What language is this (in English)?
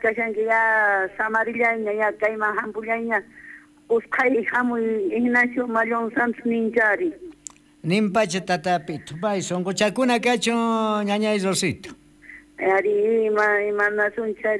South Bolivian Quechua